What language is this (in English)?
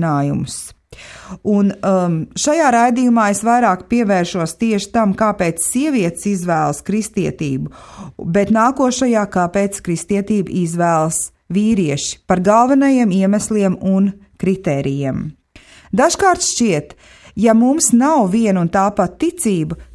Latvian